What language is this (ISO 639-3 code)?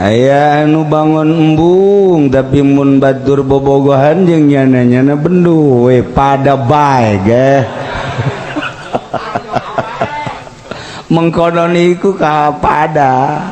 sun